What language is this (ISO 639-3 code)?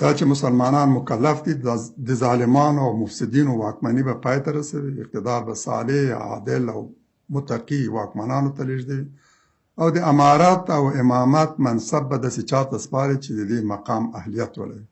pus